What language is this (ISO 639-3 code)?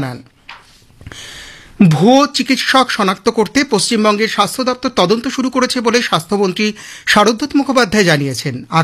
ben